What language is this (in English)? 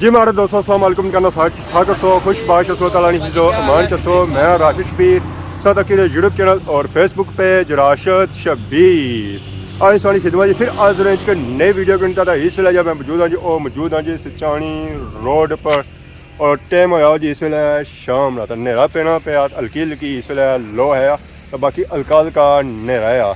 Pahari-Potwari